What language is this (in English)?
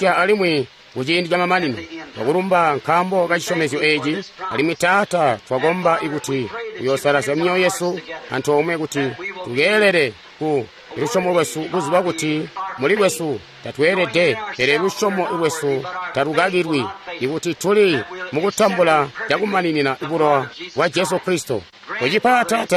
Tonga (Zambia)